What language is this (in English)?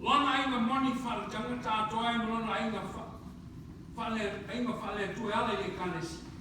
Samoan